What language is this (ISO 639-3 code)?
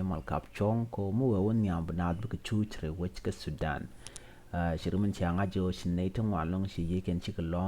nus